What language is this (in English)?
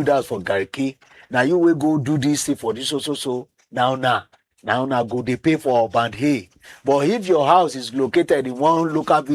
Nigerian Pidgin